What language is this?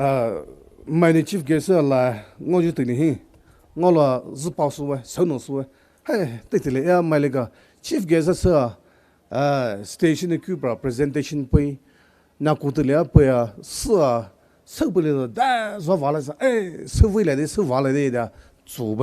Poumei Naga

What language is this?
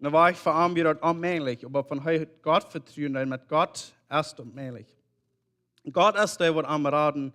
Plautdietsch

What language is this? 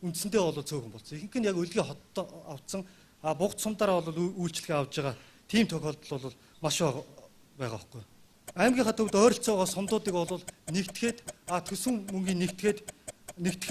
Mongolian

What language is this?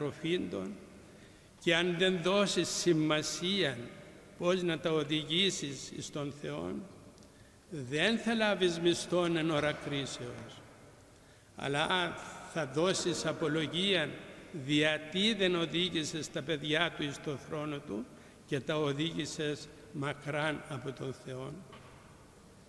Greek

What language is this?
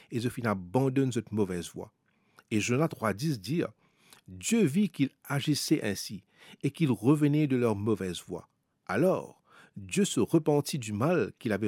Morisyen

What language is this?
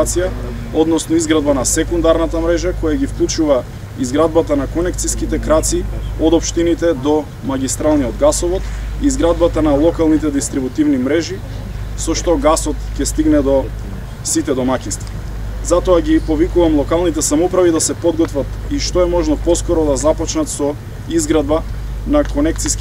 Macedonian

